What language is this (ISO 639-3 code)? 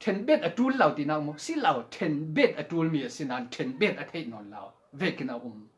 cfm